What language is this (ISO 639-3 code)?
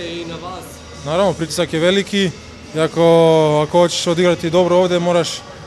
hrv